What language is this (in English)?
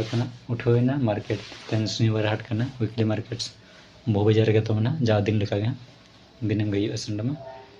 Santali